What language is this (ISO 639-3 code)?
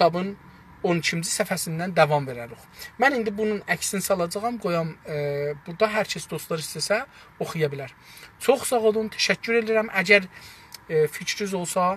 azb